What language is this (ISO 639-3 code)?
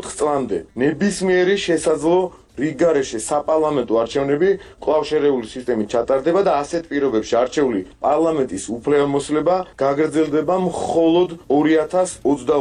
kat